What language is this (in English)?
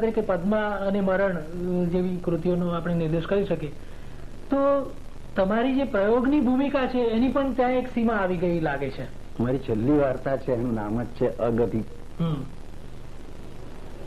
Gujarati